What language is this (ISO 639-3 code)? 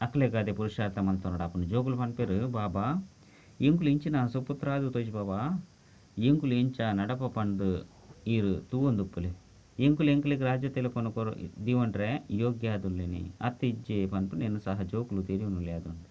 tcy